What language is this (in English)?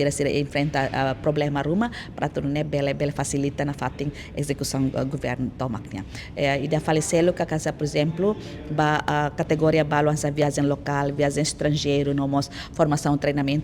Tetum